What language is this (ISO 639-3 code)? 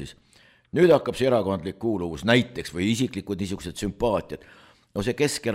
est